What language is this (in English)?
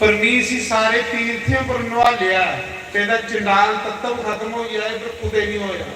Dogri